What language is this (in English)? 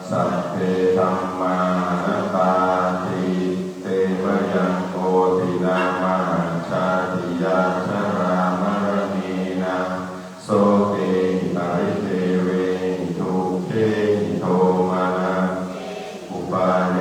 Pali